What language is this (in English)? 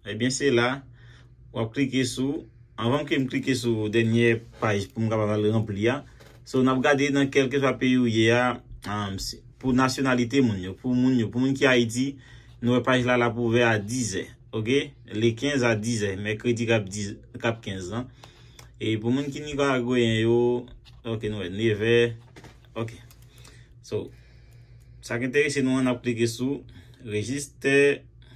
Haitian Creole